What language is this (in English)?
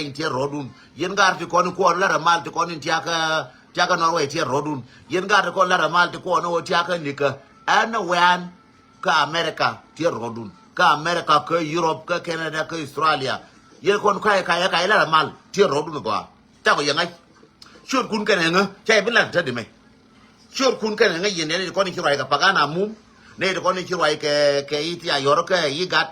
Nuer